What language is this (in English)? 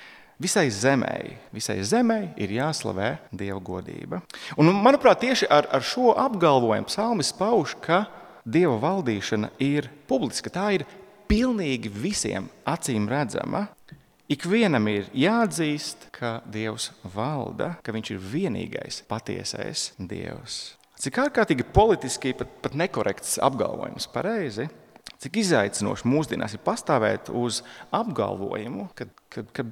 Latvian